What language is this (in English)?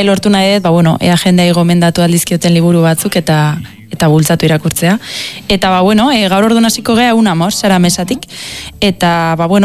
Basque